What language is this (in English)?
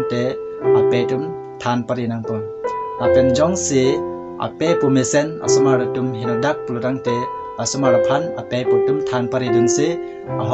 Karbi